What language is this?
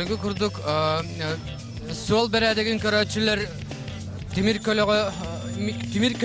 Yakut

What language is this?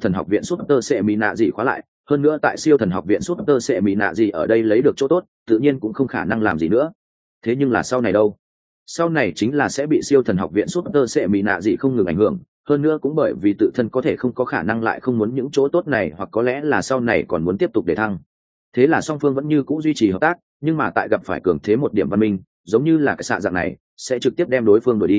Vietnamese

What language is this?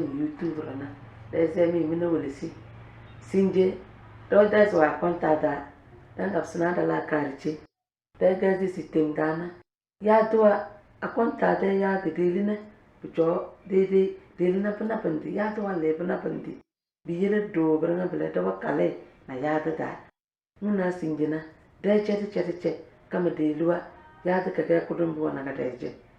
Tem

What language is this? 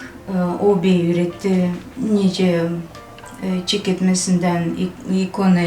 Gagauz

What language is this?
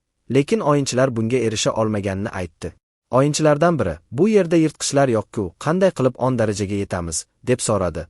Uzbek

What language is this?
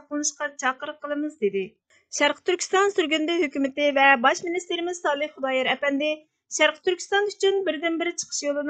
Uyghur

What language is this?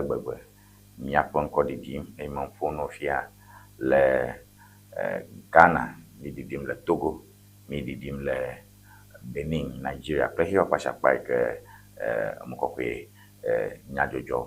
Ewe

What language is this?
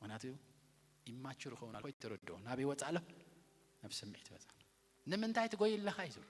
Tigrinya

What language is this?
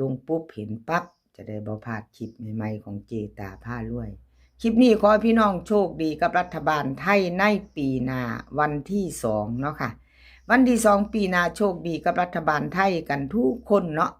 Northeastern Thai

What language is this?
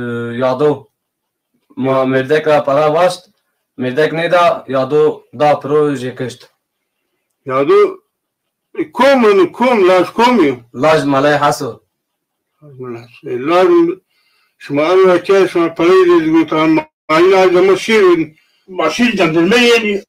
Zaza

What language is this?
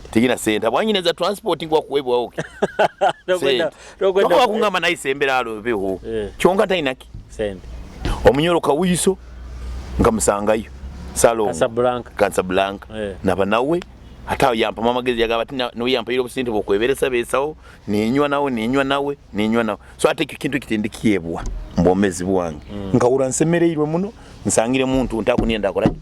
Nyoro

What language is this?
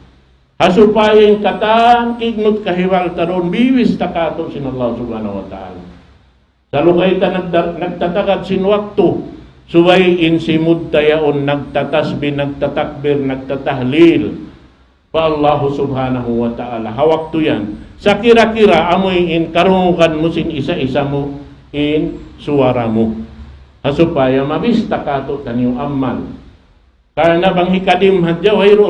Tausug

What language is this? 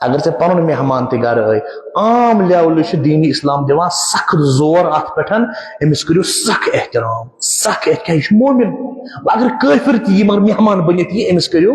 Kashmiri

